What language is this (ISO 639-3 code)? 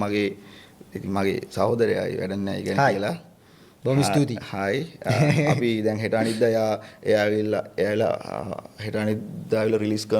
sin